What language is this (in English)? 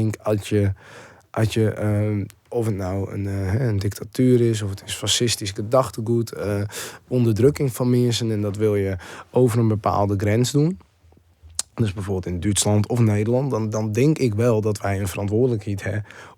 Western Frisian